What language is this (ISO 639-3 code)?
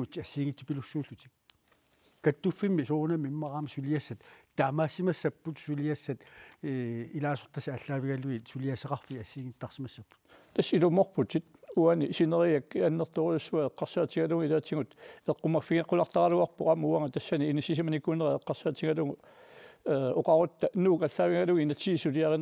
kal